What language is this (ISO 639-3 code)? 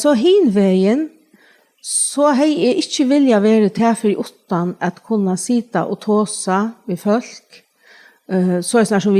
fao